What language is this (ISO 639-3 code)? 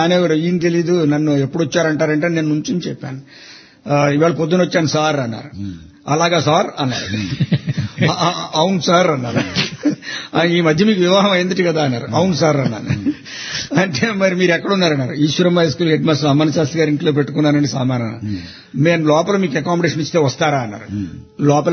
tel